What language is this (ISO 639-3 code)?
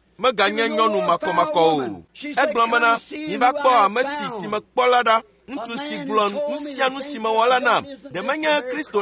ewe